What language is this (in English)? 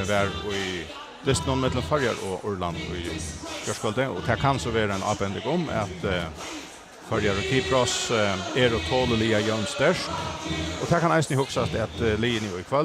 Faroese